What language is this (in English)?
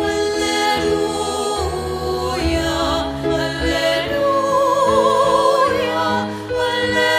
Pampanga